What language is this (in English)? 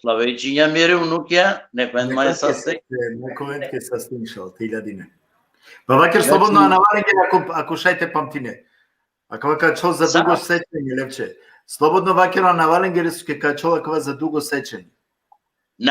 Balkan Romani